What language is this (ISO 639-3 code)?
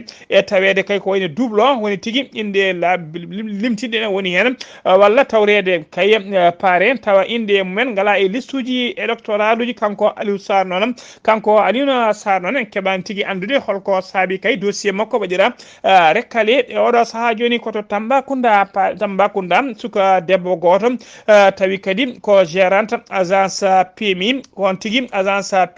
ful